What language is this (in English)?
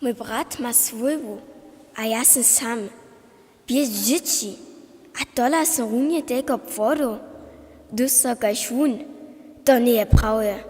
Upper Sorbian